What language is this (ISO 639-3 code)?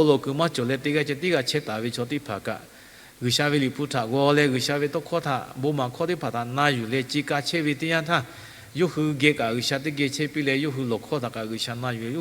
lhu